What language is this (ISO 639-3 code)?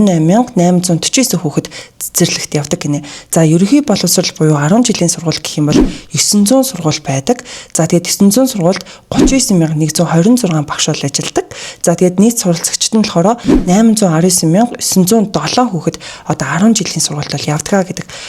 mon